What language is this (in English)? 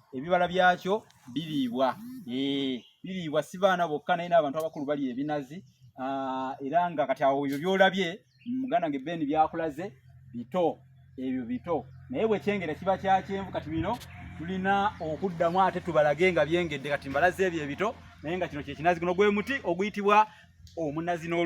Ganda